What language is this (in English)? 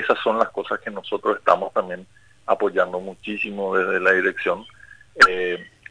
Spanish